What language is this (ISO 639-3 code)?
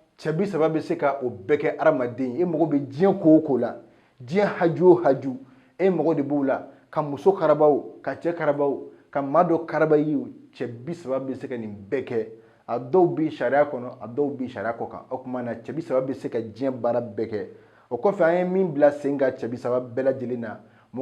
bam